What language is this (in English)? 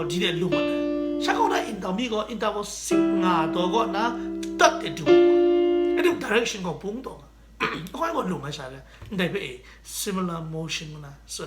Kachin